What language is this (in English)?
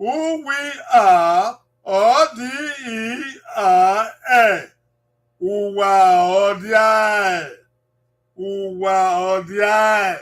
Bini